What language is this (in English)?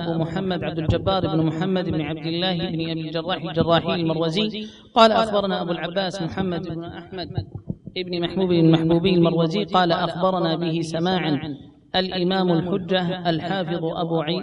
Arabic